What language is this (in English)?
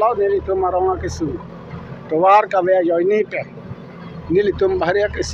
Karbi